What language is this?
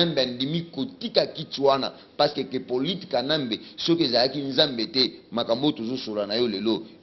Lingala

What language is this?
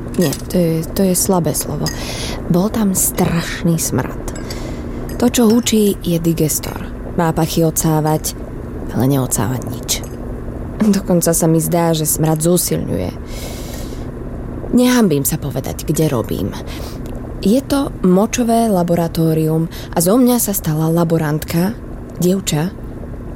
Slovak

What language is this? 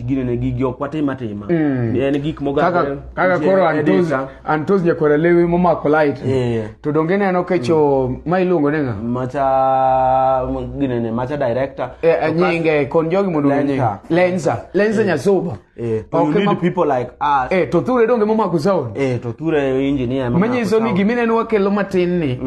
Luo (Kenya and Tanzania)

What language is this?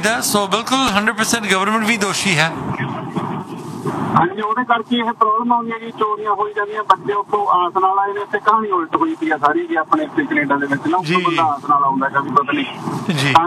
Punjabi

